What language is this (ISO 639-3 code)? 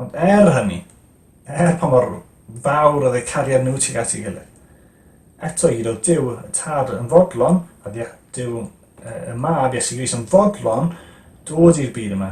cym